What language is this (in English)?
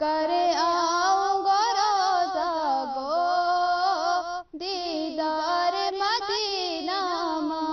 Gujari